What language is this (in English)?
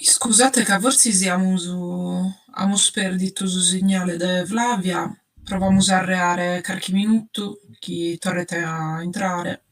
Sardinian